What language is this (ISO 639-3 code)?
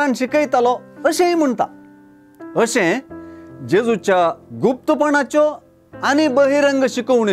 kok